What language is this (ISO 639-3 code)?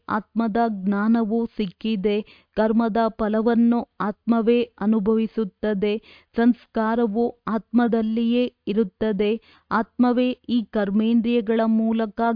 kan